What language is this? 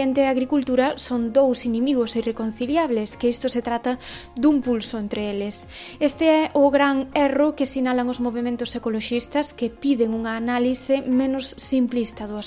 Galician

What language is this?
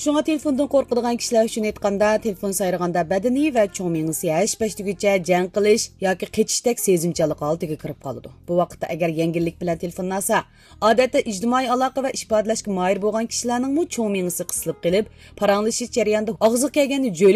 Uyghur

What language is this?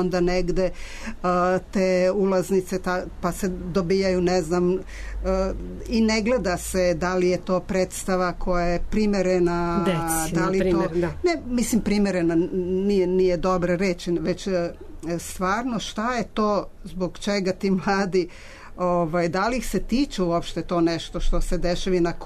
Serbian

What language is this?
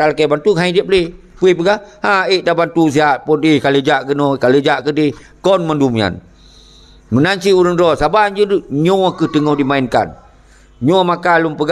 Achinese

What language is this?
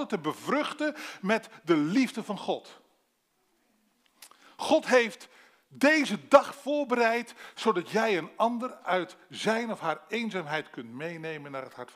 Dutch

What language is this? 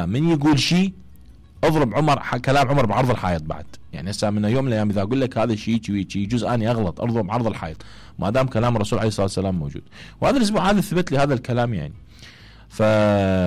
Mesopotamian Arabic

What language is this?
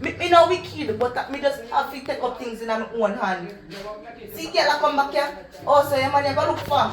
Jamaican Creole English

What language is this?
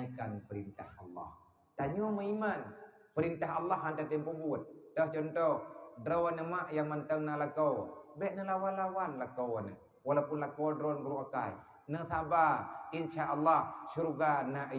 Achinese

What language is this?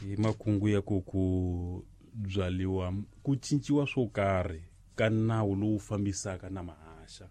Tsonga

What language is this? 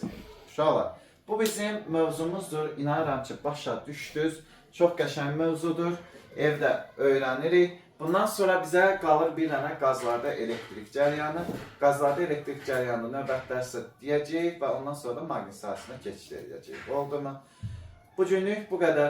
Azerbaijani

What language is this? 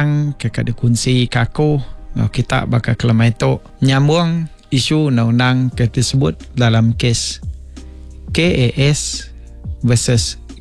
Iban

